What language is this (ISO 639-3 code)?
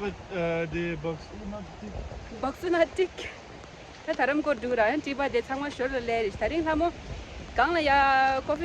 bod